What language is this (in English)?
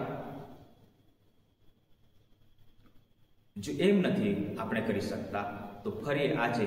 Gujarati